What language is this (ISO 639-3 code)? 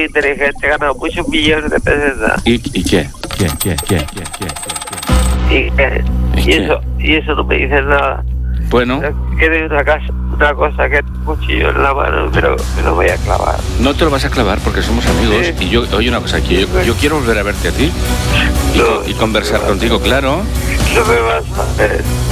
spa